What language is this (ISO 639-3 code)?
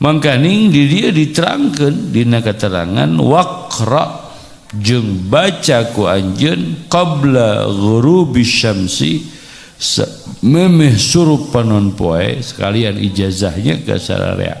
sun